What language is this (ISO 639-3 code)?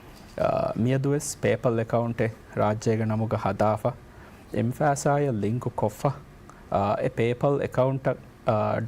div